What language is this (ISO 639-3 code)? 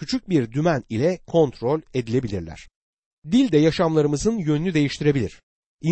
tur